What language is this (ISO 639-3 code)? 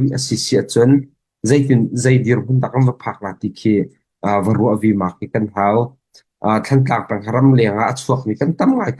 cnh